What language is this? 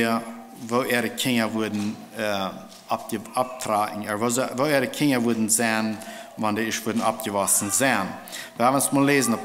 Plautdietsch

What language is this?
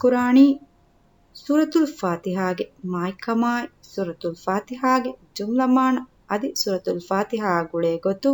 Divehi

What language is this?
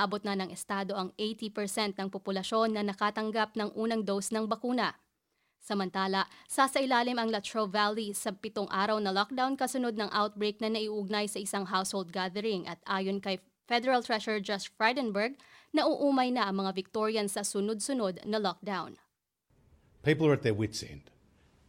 Filipino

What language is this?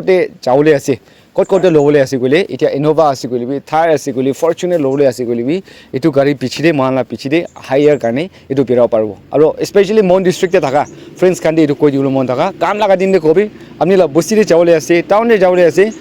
Naga Pidgin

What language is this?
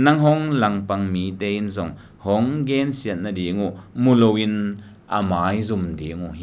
Tedim Chin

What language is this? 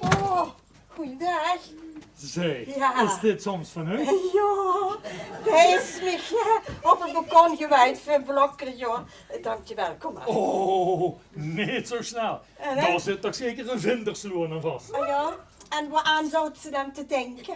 Limburgish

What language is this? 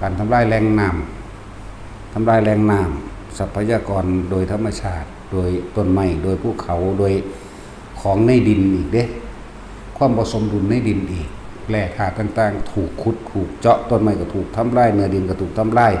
Northeastern Thai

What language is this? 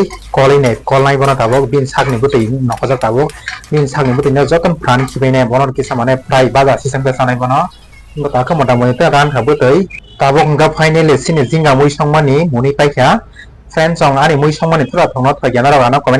Kok Borok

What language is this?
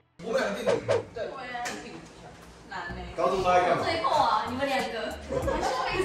Chinese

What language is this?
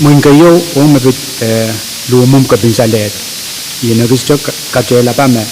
Pohnpeian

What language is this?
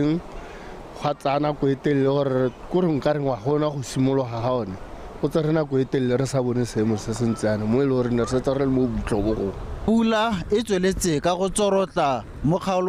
Tswana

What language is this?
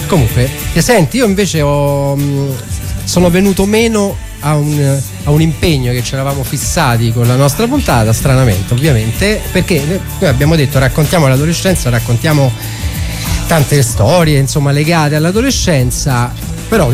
Italian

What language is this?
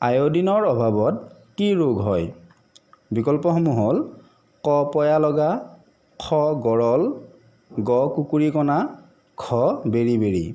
Assamese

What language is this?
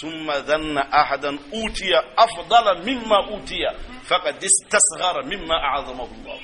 Bambara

